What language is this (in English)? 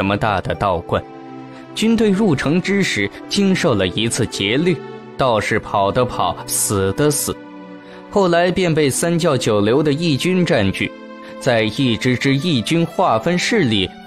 Chinese